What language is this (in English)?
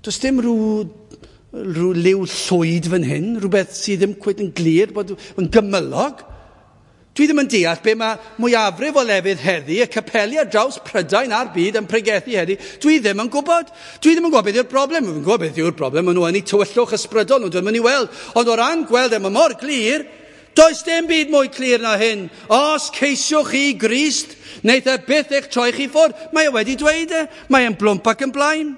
Welsh